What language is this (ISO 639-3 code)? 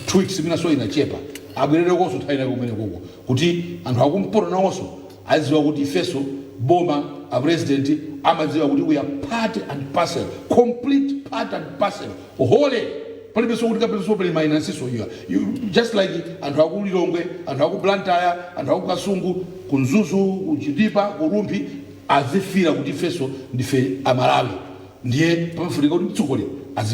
nya